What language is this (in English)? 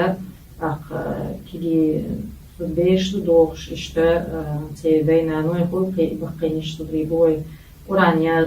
Chechen